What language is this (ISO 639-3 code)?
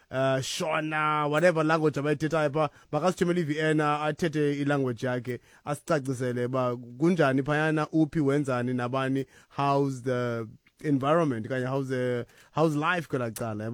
xho